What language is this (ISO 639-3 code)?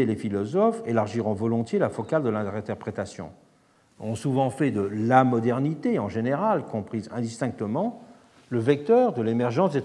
fra